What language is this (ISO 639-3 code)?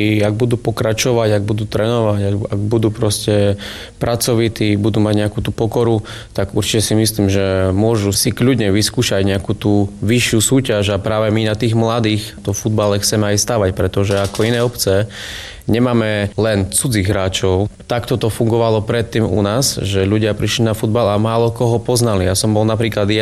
slk